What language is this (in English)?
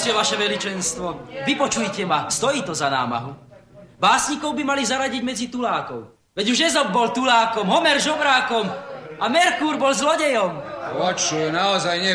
Slovak